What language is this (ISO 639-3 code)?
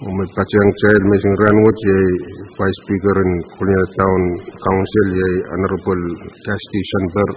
pon